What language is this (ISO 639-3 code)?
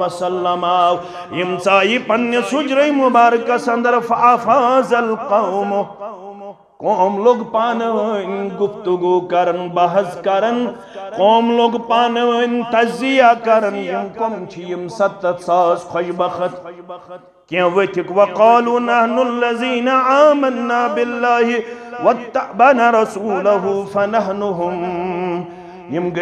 kas